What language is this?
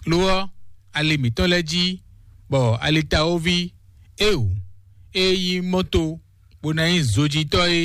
Fon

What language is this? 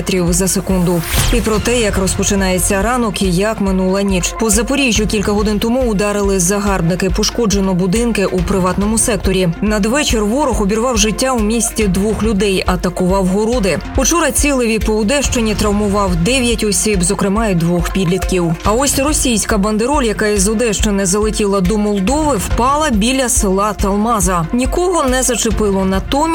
Ukrainian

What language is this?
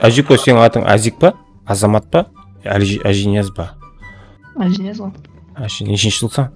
Kara-Kalpak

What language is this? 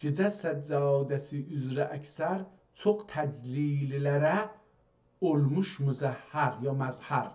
South Azerbaijani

